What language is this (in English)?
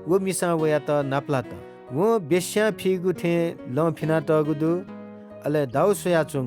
Newari